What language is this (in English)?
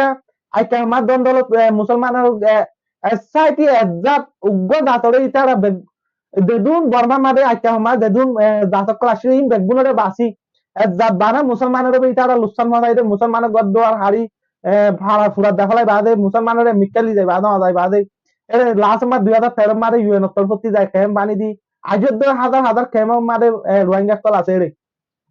Rohingya